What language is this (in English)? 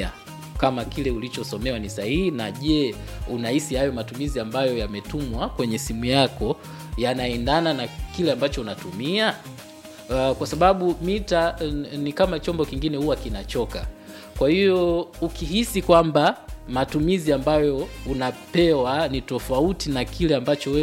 Swahili